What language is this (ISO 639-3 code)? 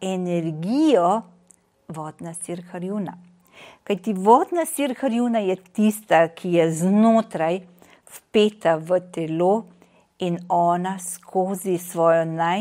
slv